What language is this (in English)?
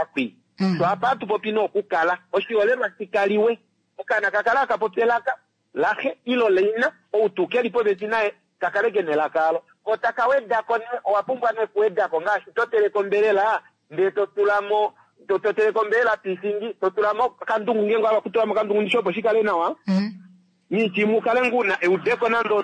Kuanyama